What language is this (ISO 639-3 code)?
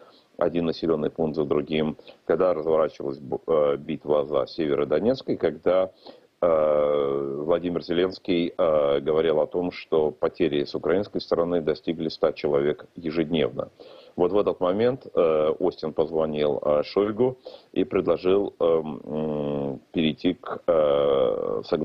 rus